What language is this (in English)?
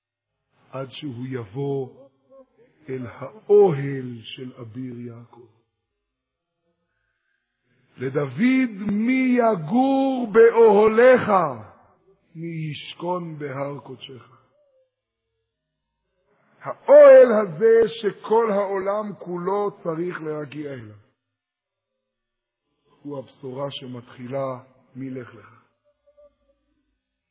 Hebrew